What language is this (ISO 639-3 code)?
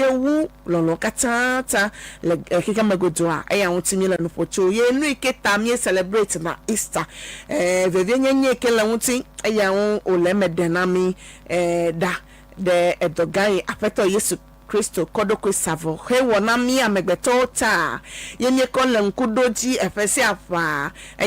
ewe